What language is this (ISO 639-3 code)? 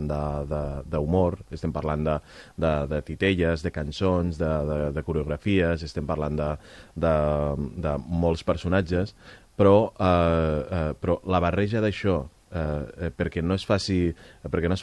cat